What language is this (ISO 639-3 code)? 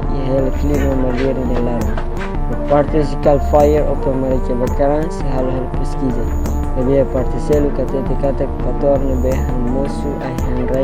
tet